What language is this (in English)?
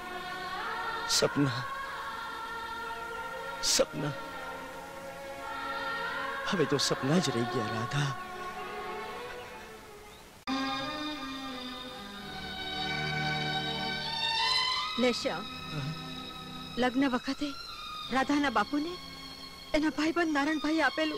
Gujarati